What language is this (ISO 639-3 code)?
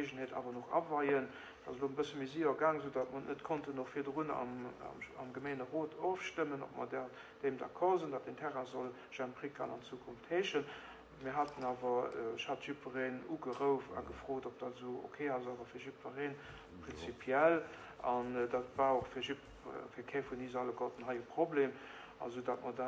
ltz